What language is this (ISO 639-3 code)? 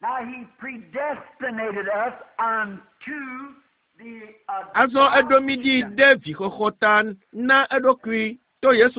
ewe